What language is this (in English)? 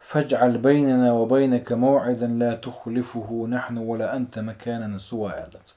Chechen